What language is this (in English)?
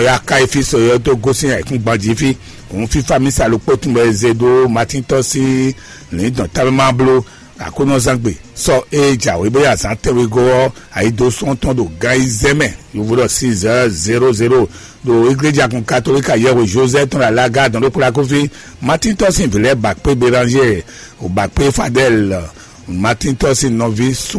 Fon